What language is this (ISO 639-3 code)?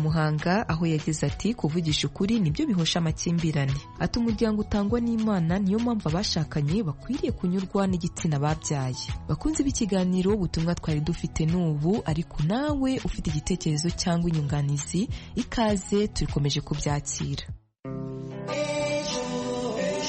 kin